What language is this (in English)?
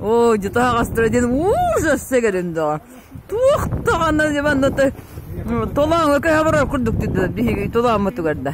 Yakut